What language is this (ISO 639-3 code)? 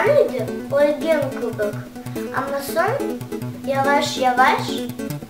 crh